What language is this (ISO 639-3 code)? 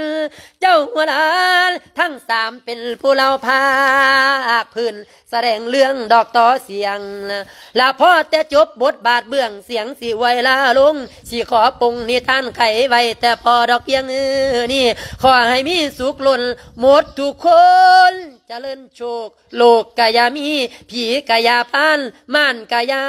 lao